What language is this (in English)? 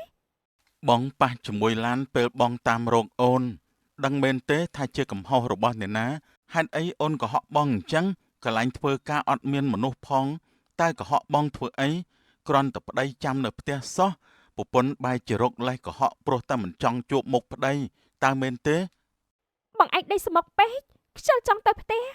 Khmer